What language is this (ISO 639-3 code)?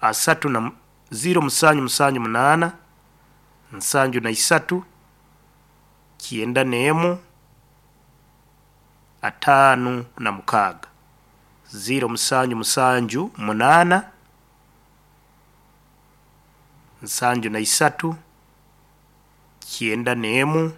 nyo